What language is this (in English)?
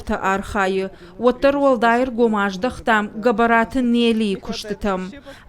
Ossetic